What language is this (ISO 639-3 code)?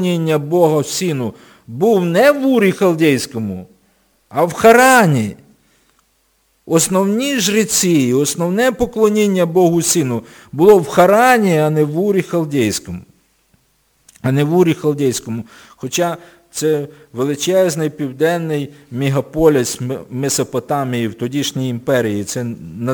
ukr